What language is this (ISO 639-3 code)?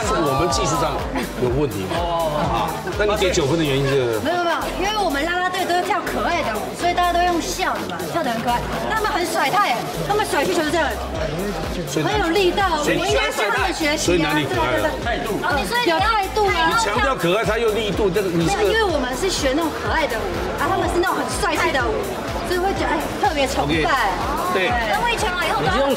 zho